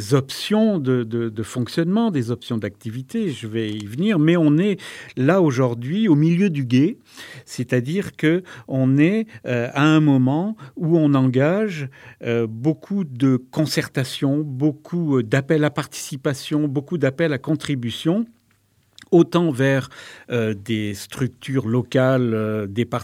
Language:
French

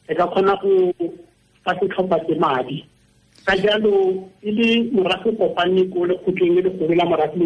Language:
Tswana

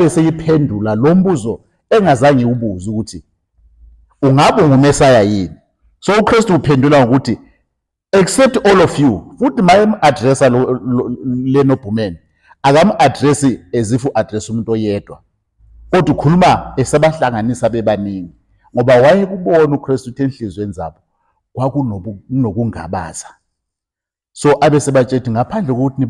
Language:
Zulu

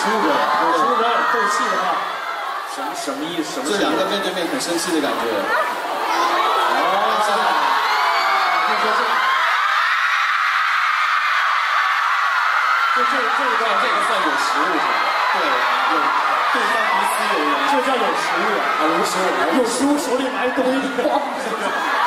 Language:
Chinese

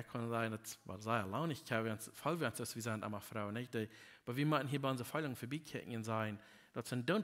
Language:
Plautdietsch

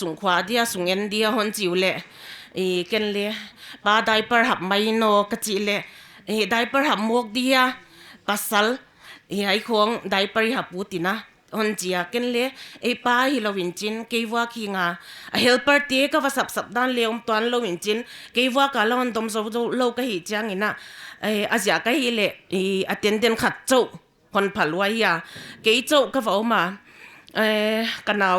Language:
Paite Chin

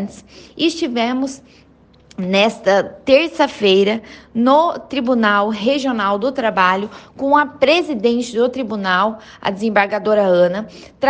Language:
Portuguese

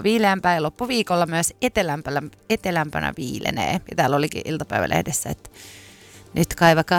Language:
Finnish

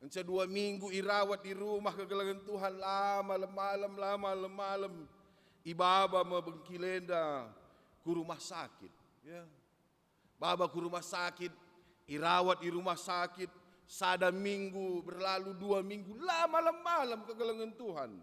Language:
Batak Karo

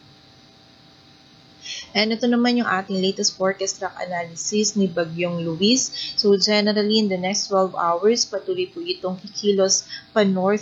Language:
Filipino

